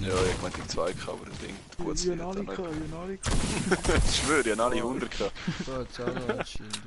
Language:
Swiss German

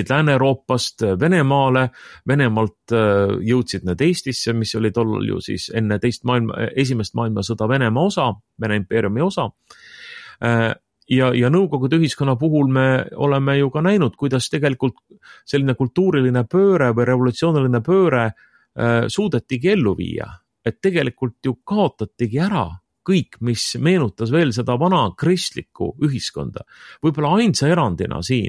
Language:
Estonian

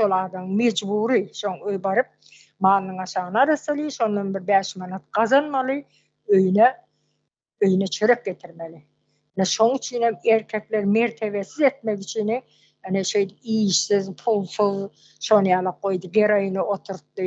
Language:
Turkmen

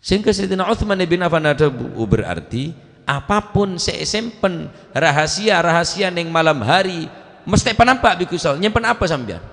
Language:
Madurese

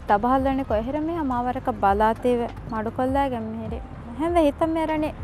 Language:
Divehi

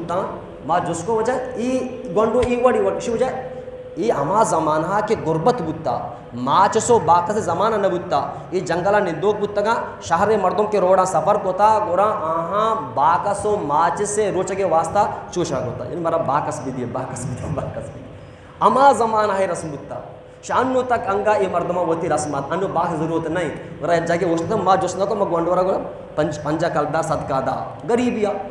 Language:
Baluchi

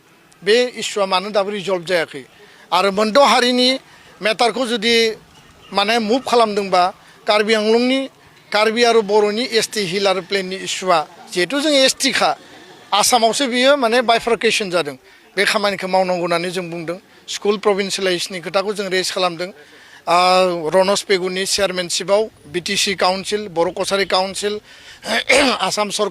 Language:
Bodo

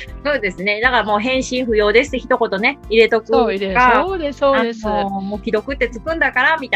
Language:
Japanese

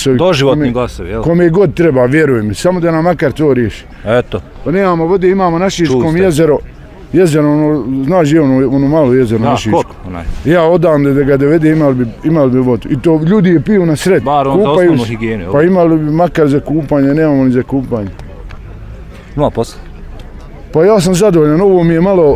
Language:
Bosnian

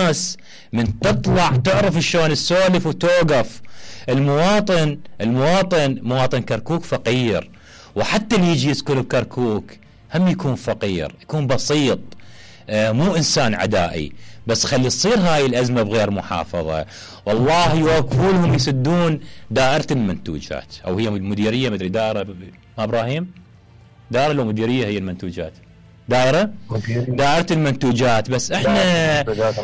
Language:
Mesopotamian Arabic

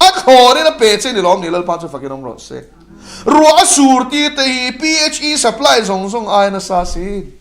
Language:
Mizo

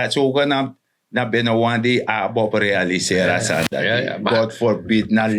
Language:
Sranan Tongo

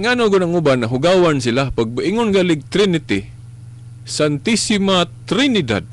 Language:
Cebuano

